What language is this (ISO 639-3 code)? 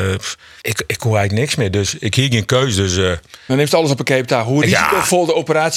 fry